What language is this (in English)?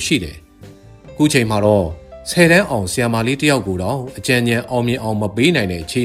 Burmese